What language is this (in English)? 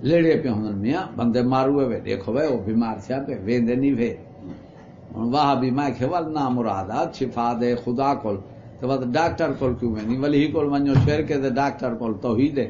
Saraiki